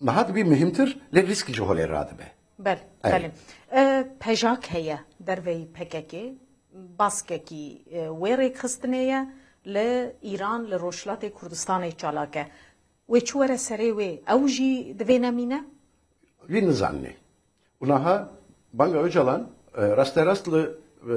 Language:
Kurdish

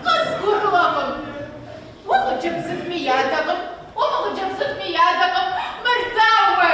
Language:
Kabardian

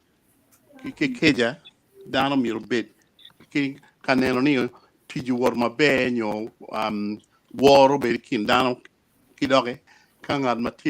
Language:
Acoli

